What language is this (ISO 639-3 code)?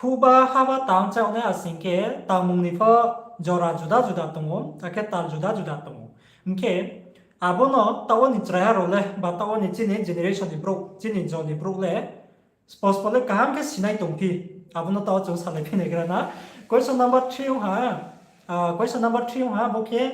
ria